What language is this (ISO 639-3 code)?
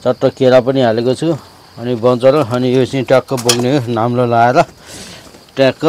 nep